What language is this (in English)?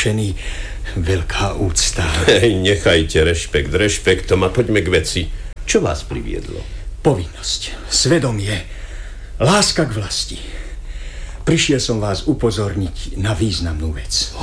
Slovak